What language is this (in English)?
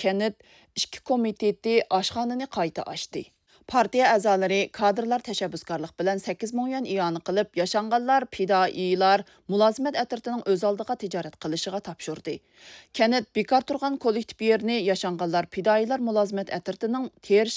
Uyghur